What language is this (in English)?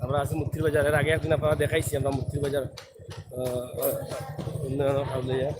Sylheti